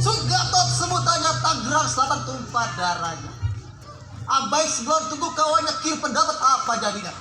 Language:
Betawi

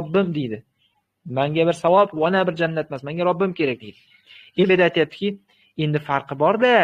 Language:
Uzbek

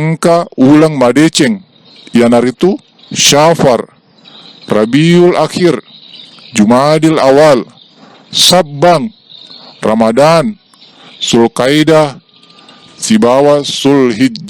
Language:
Buginese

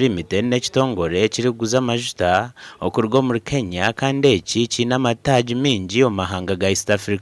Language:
Nyankole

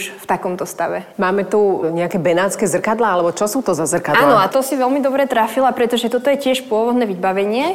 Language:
Slovak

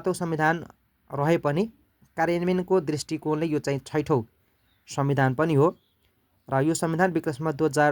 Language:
Nepali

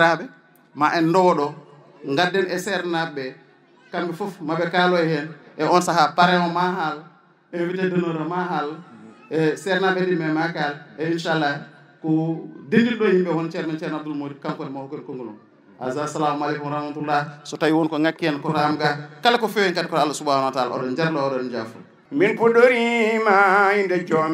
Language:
Fula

